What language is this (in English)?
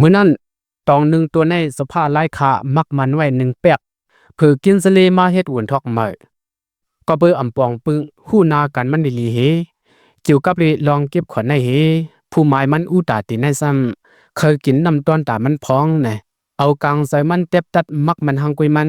Lao